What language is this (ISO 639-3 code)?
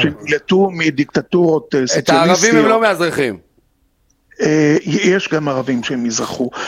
heb